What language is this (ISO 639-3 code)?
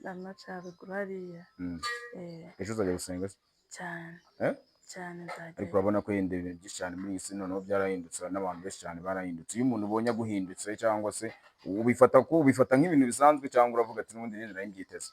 kin